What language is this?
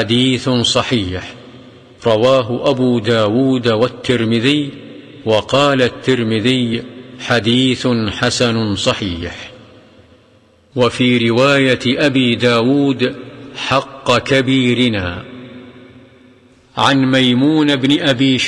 Arabic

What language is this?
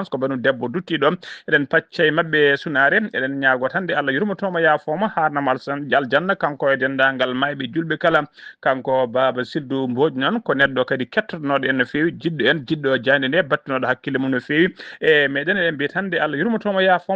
Fula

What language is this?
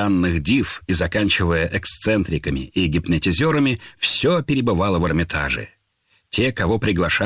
Russian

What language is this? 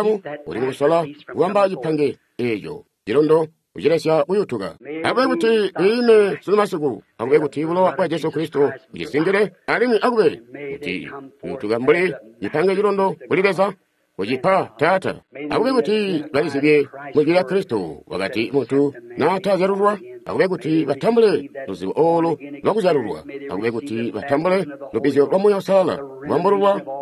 Tonga (Zambia)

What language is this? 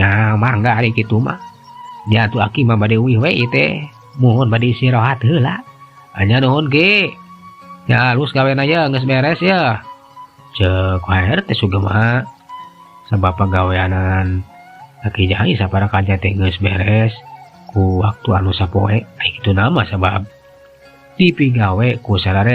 Sundanese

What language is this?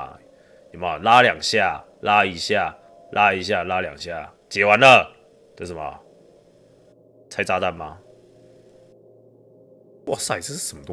Chinese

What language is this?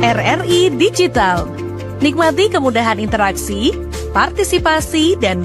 Manado Malay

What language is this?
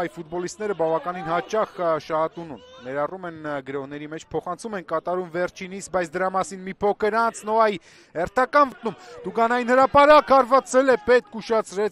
Armenian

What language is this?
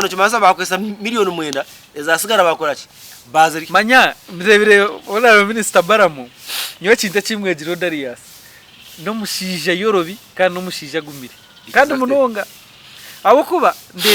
Nyankole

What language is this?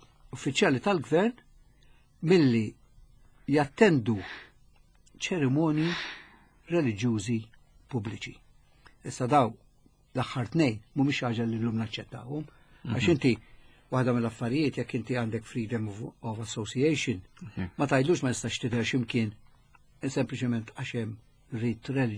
Maltese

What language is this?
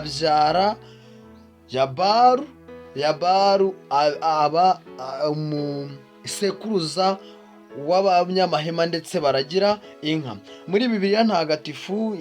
Kinyarwanda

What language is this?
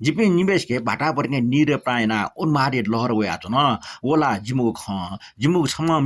Newari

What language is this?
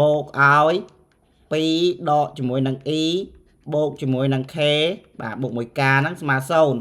Khmer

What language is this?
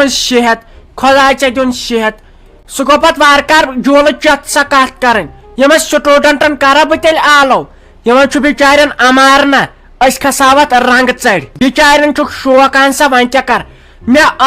Kashmiri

